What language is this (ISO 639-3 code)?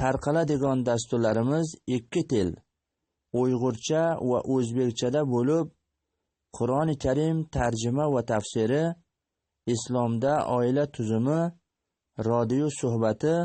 uzb